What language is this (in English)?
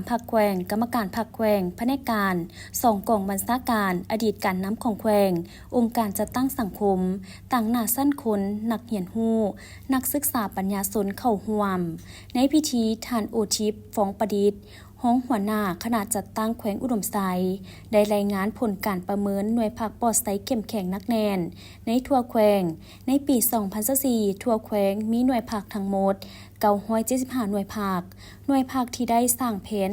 Lao